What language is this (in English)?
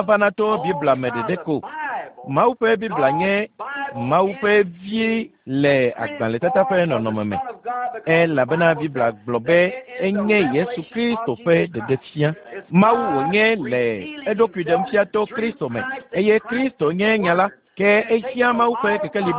Ewe